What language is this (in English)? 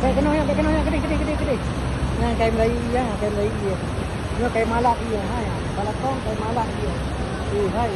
Achinese